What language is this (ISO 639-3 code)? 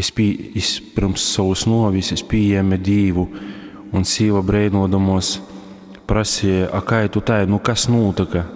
ltg